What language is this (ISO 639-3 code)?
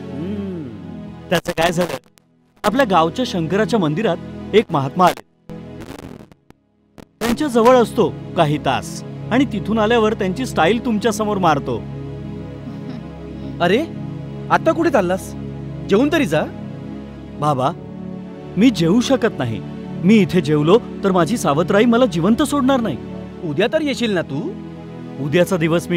mar